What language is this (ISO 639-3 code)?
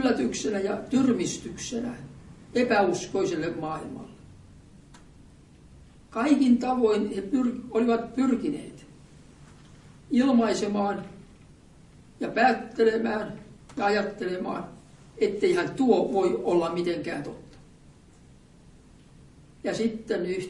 fin